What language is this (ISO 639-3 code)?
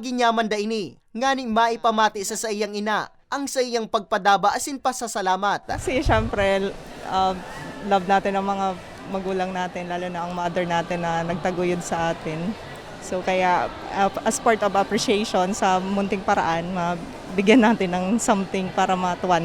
bik